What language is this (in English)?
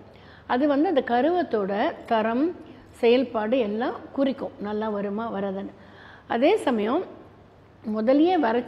Tamil